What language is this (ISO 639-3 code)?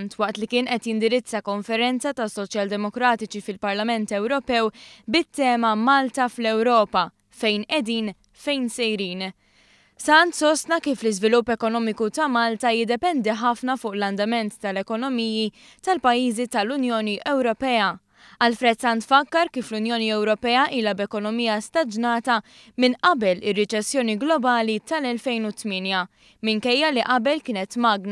mlt